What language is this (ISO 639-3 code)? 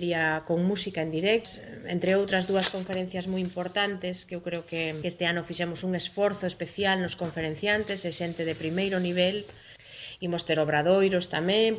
glg